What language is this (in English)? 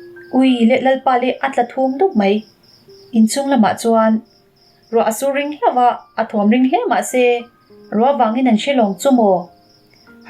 Mizo